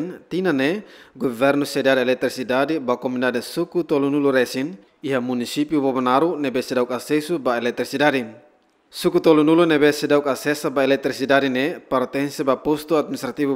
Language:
Tetum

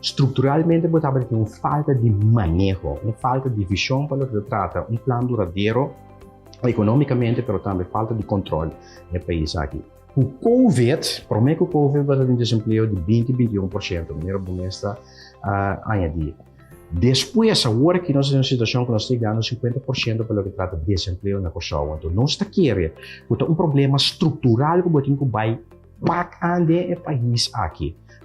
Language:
Papiamento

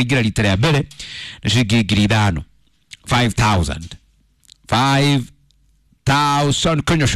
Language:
Kikuyu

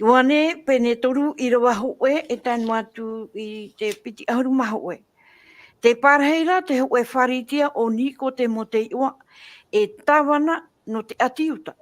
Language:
Tahitian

